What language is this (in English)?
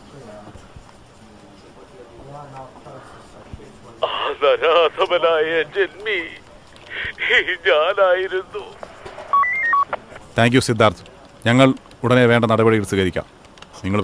Malayalam